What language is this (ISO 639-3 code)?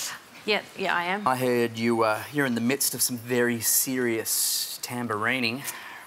eng